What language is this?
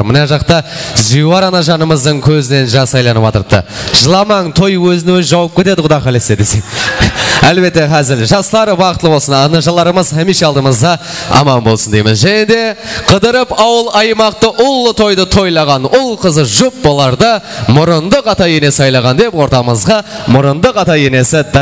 Kara-Kalpak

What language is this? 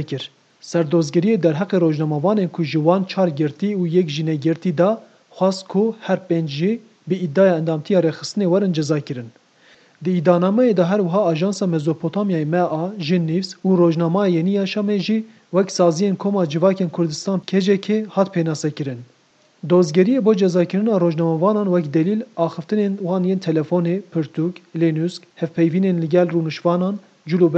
Kurdish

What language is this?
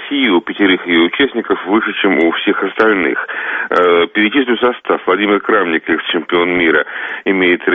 Russian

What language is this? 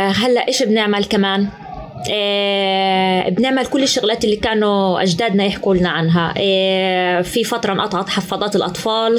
North Levantine Arabic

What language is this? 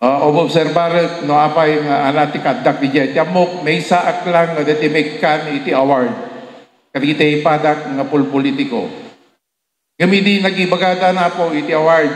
Iloko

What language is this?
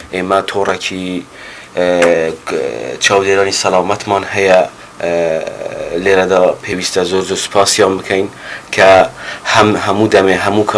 Central Kurdish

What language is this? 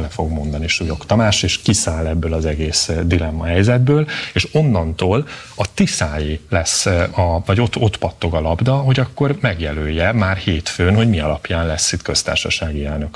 Hungarian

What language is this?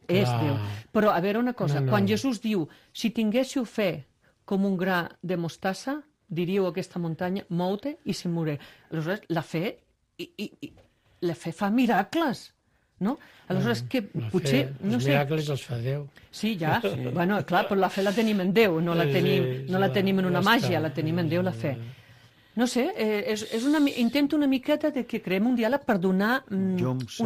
Catalan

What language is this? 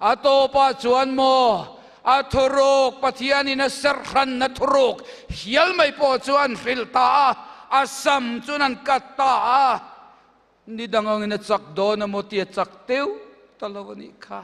Mizo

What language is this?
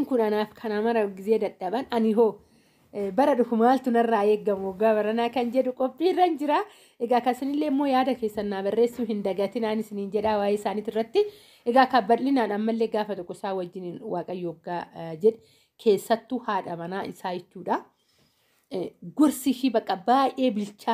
Oromo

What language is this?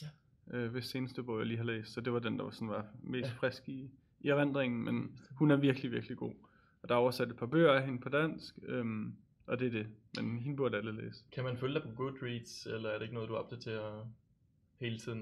Danish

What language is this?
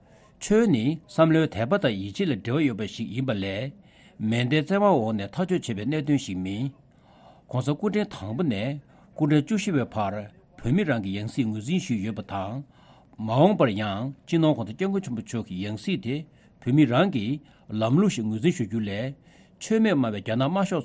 Tibetan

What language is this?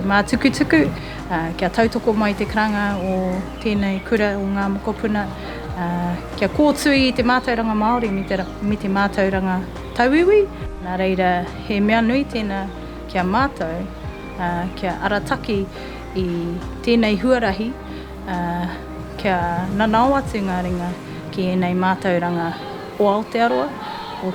Māori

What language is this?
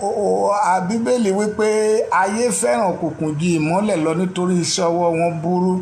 Yoruba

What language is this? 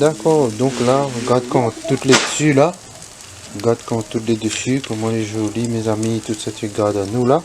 Réunion Creole French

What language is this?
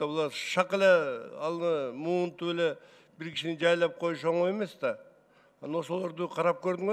Kyrgyz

